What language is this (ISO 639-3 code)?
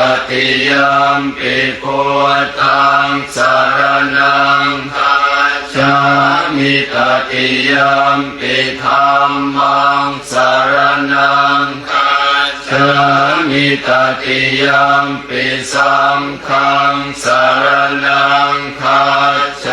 pli